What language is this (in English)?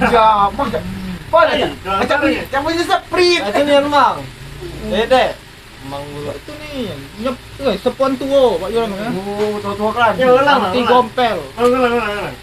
Musi